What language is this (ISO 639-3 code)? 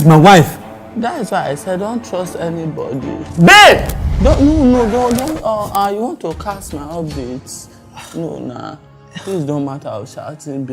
pcm